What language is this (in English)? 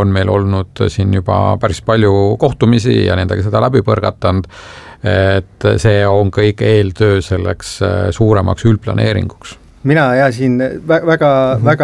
Estonian